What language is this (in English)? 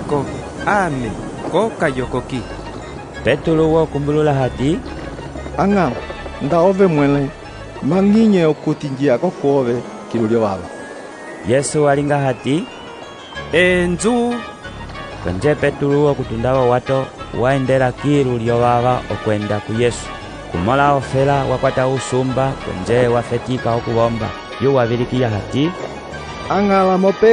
Umbundu